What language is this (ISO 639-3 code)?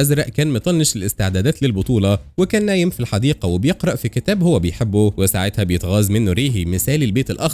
arz